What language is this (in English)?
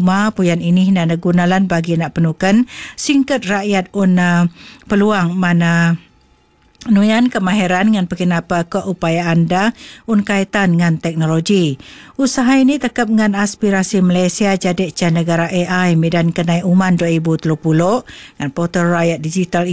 Malay